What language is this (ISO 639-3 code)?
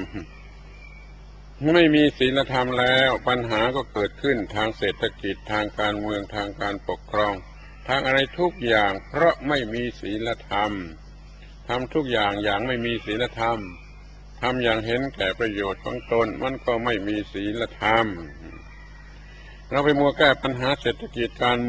tha